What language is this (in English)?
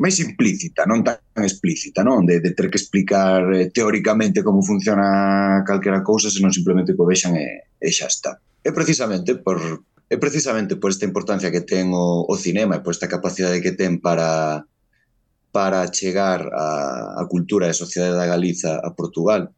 Galician